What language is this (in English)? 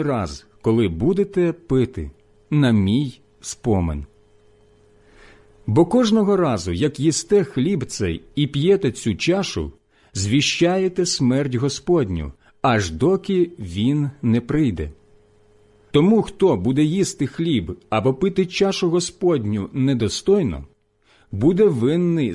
Ukrainian